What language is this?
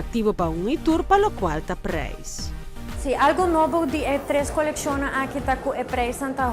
Papiamento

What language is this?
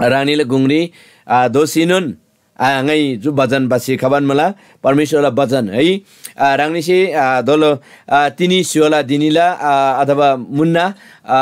Eastern Tamang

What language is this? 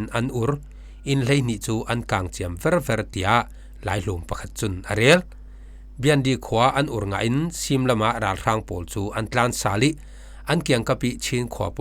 Falam Chin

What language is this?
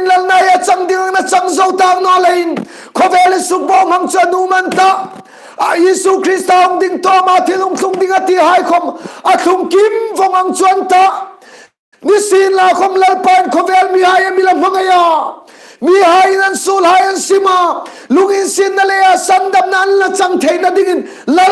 Hmar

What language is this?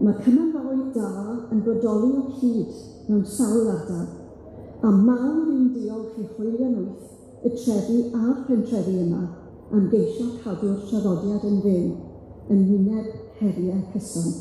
Welsh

